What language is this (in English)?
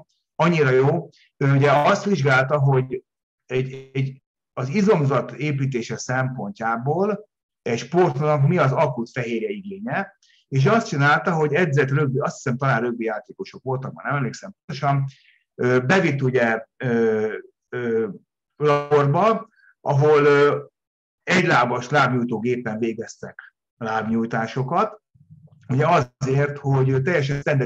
Hungarian